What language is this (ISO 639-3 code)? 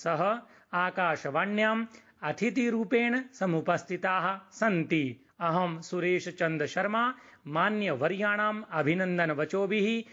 san